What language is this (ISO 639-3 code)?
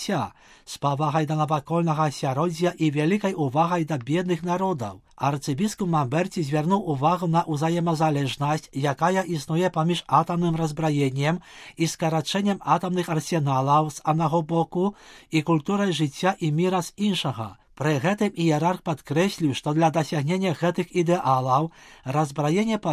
bel